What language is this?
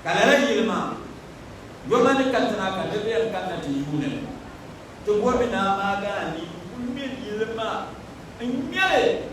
Dagbani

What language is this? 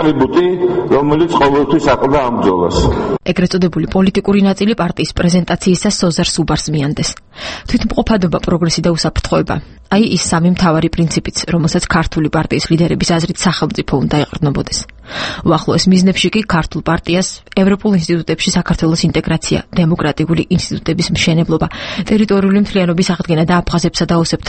Georgian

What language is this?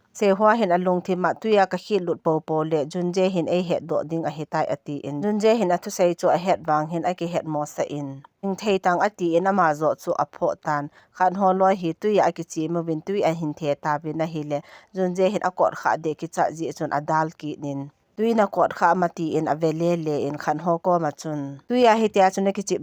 Thado Chin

